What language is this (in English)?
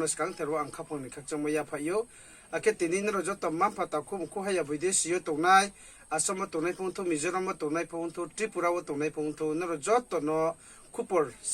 Riang (India)